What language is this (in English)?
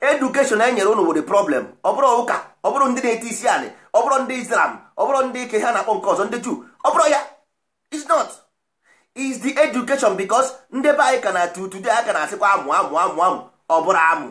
Igbo